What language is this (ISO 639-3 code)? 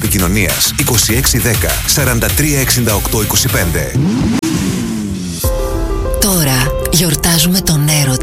ell